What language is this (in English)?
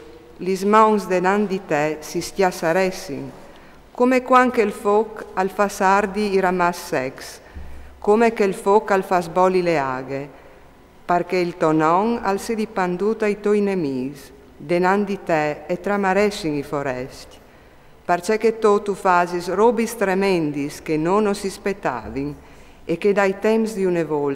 Friulian